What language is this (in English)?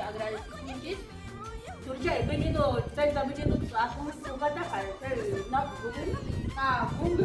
Ayacucho Quechua